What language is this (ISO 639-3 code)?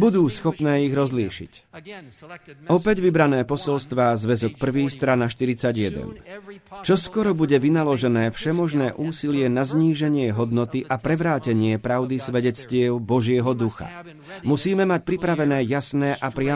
slk